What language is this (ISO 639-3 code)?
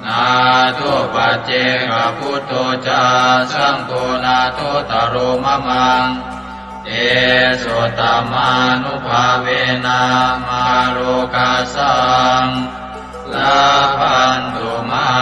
pli